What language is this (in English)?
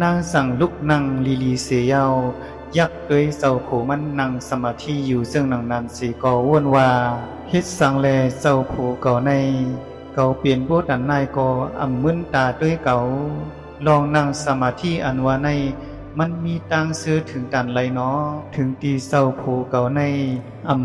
Shan